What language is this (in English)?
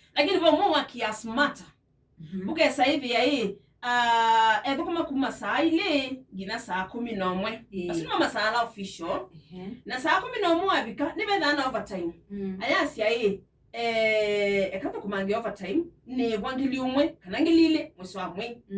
Kamba